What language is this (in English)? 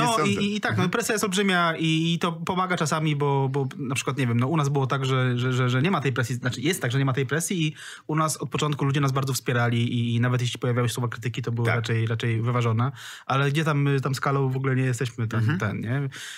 Polish